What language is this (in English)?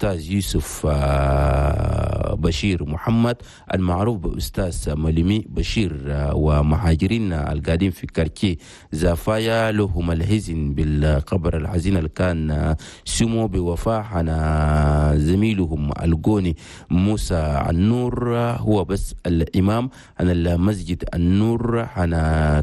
Chadian Arabic